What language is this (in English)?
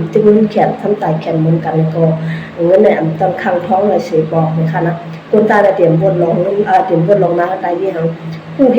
Shan